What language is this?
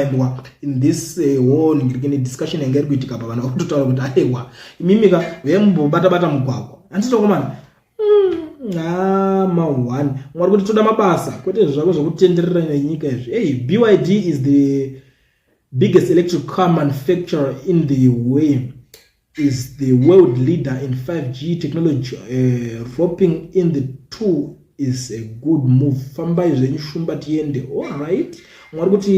Shona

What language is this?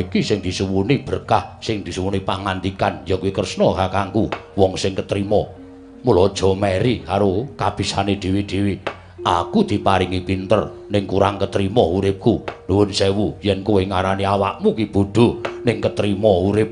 Javanese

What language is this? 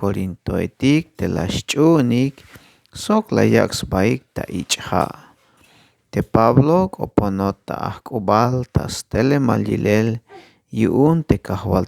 Tzeltal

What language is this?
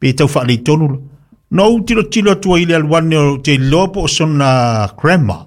Samoan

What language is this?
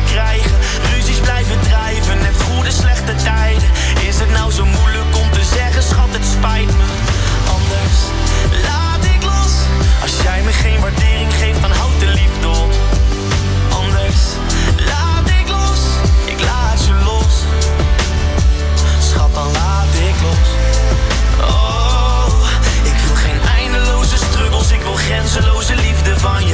Dutch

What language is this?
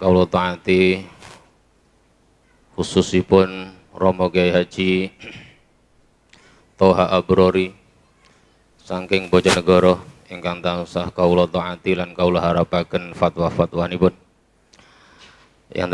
Javanese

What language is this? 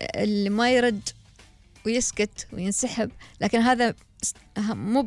Gulf Arabic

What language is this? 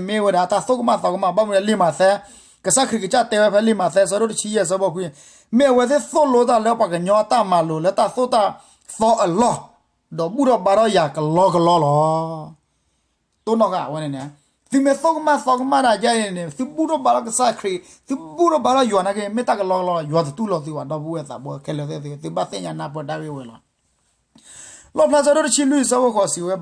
S'gaw Karen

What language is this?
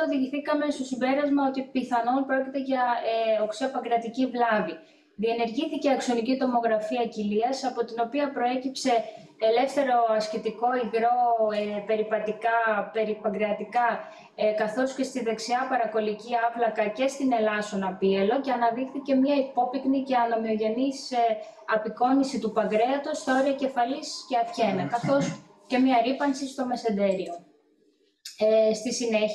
Greek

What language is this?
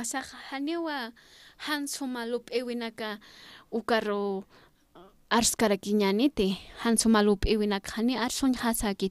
Aymara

